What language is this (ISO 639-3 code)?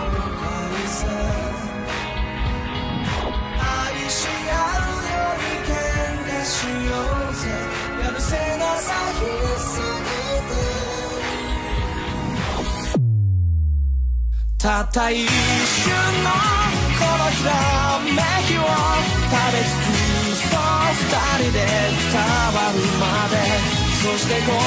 jpn